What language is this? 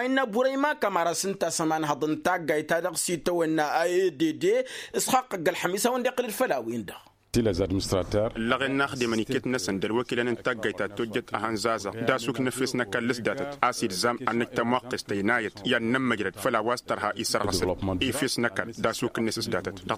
Tamasheq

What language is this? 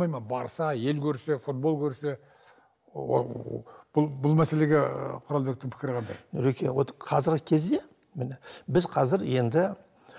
Kazakh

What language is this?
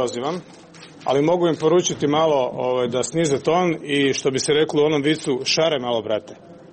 Croatian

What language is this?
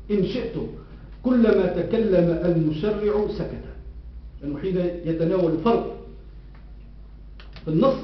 Arabic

